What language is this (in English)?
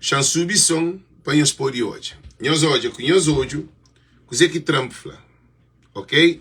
Kabuverdianu